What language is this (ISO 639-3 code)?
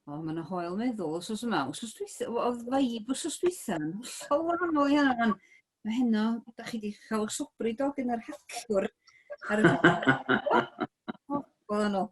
cym